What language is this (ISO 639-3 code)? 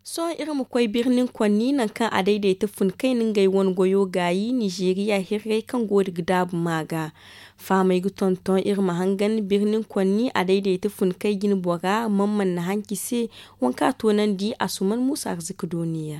dje